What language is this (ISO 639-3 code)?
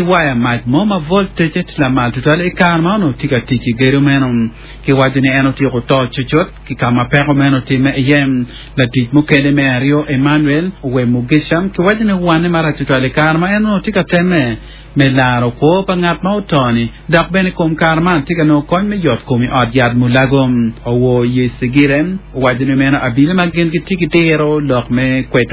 ach